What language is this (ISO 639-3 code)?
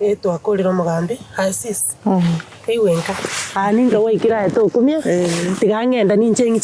guz